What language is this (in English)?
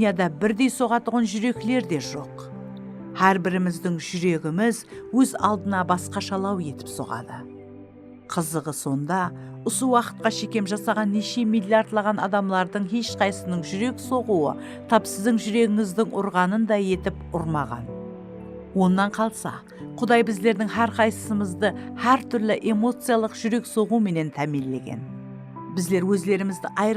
Kara-Kalpak